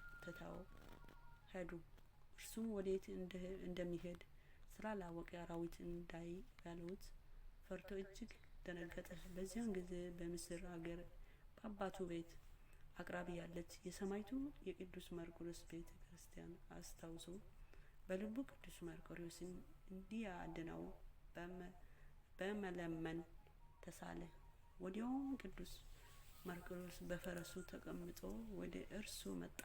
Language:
Amharic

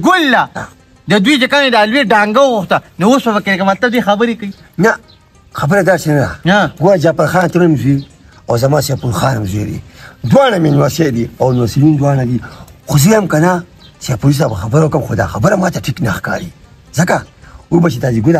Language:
Pashto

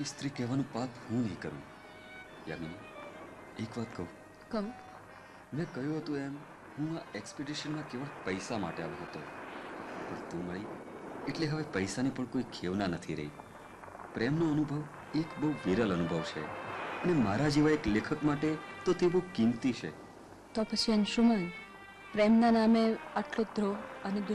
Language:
Gujarati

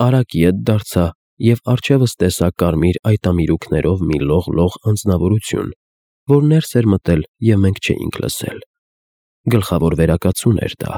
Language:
Armenian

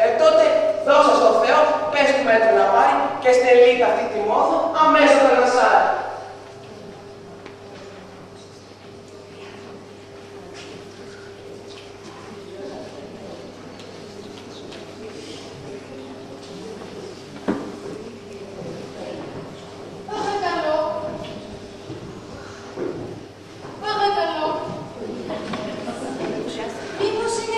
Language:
Greek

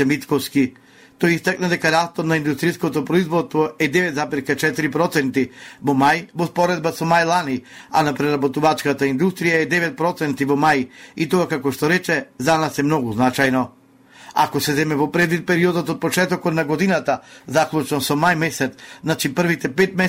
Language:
Macedonian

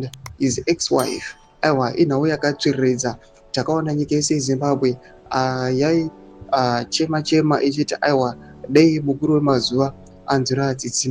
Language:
Shona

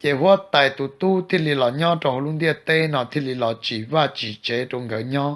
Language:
Hmong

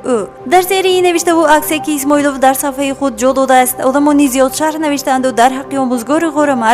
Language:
Tajik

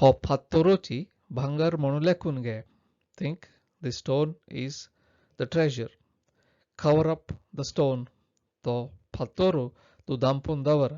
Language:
Konkani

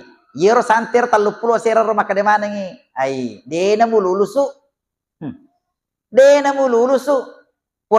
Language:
Buginese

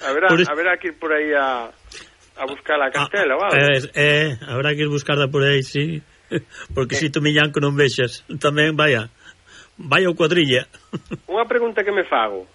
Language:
Galician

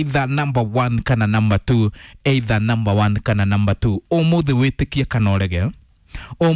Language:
Kikuyu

